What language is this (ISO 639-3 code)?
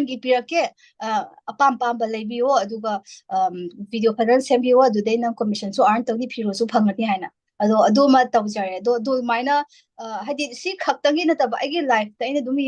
mni